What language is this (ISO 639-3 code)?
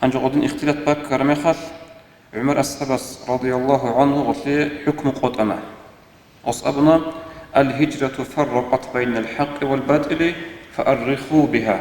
ava